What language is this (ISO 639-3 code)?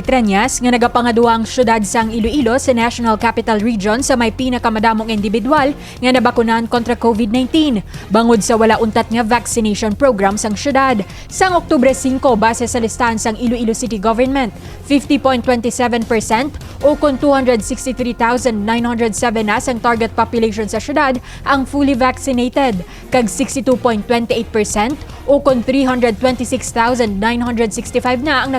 hil